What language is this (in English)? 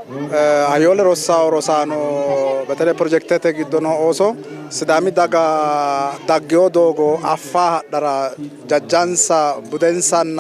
Sidamo